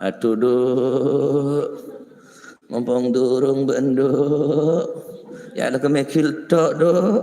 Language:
Madurese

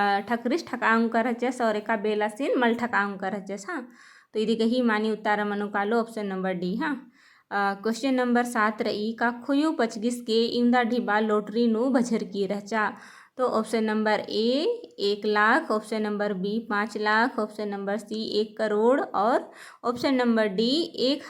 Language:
Kurukh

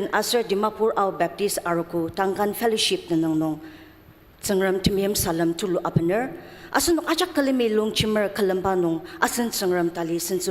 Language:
Ao Naga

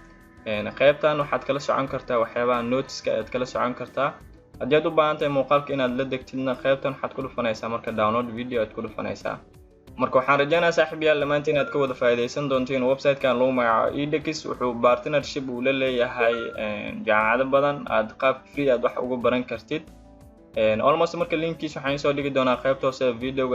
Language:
Somali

